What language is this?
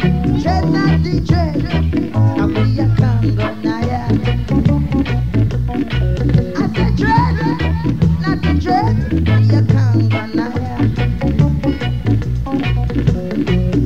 English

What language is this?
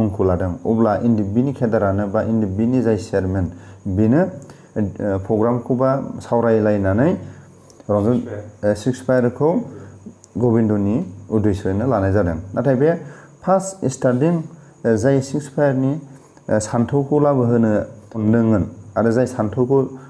Bodo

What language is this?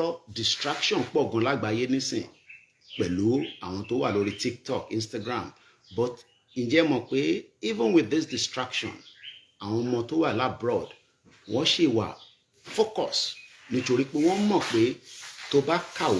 Yoruba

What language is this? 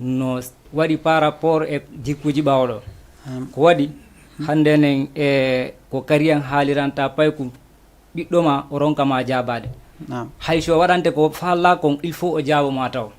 Fula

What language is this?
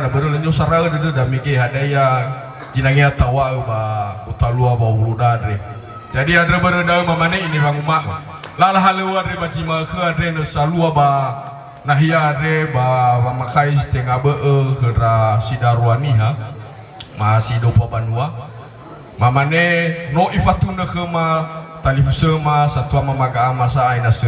Nias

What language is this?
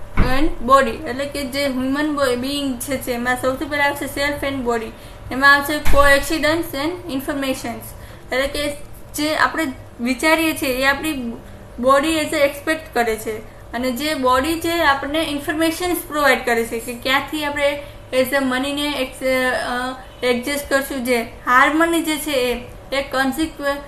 Gujarati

